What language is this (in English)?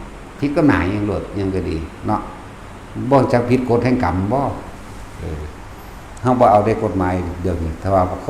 Northeastern Thai